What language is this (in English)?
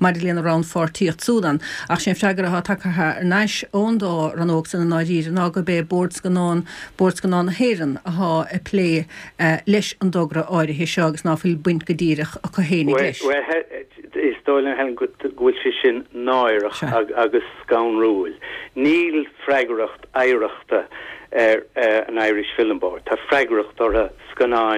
Irish